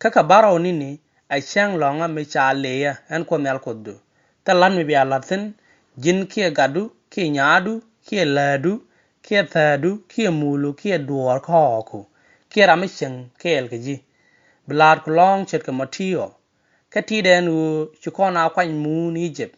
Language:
Nuer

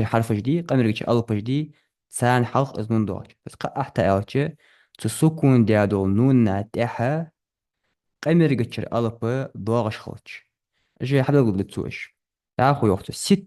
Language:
Ingush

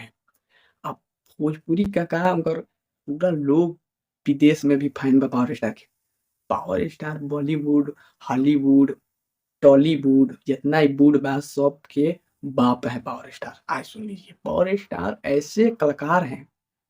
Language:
Bhojpuri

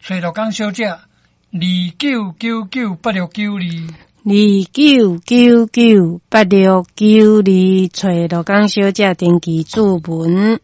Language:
Min Nan Chinese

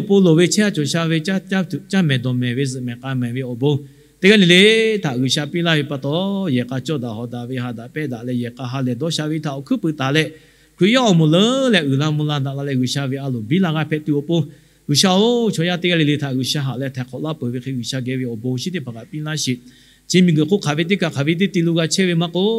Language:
Lahu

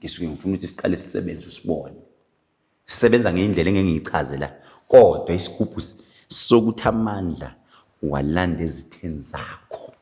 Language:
Zulu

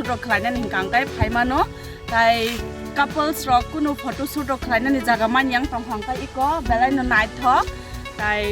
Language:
Kok Borok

